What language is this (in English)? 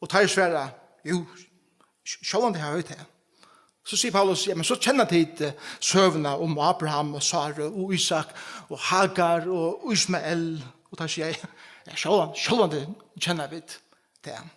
Faroese